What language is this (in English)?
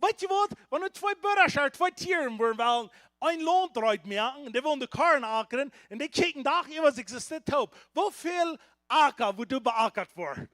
Plautdietsch